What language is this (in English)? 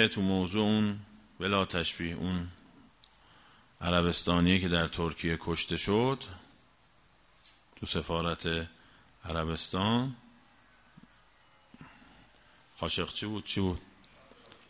Persian